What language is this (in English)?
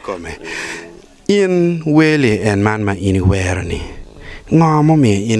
Acoli